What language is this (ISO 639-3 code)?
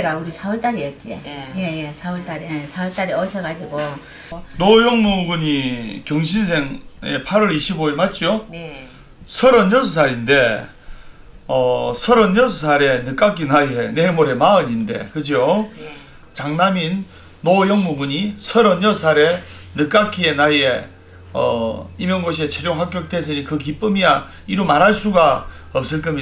kor